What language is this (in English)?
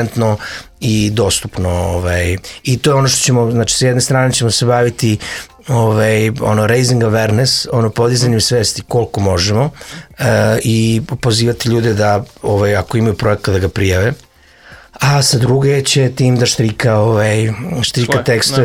Serbian